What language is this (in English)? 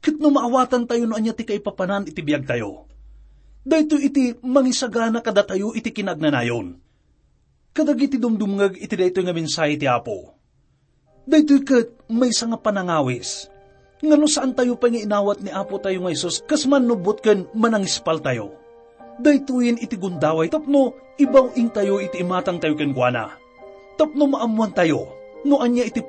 Iloko